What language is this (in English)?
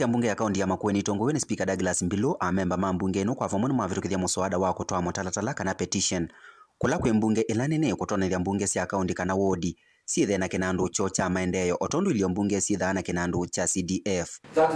Kamba